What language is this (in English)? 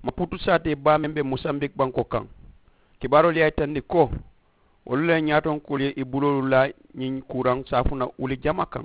Mandingo